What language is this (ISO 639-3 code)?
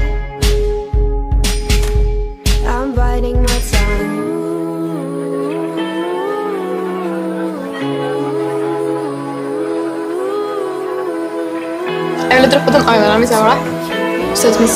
nor